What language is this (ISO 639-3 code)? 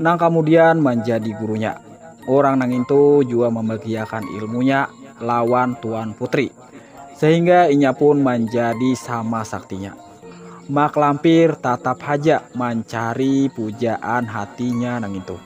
bjn